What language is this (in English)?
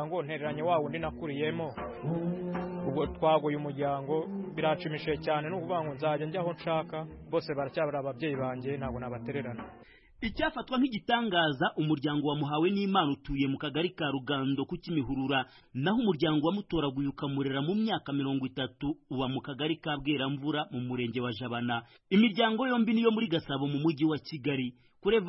Kinyarwanda